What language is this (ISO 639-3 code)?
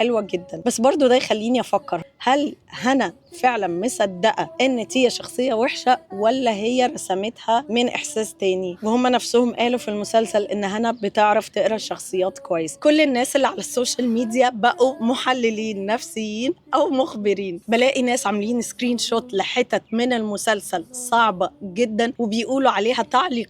arz